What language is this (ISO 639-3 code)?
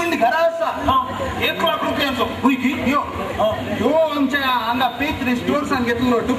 kok